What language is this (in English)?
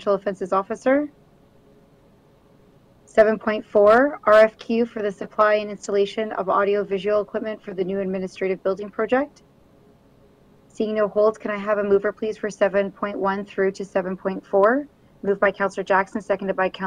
English